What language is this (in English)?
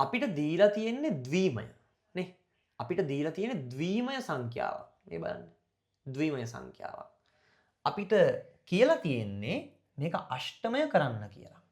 Sinhala